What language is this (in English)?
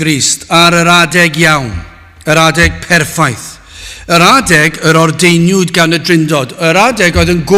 Welsh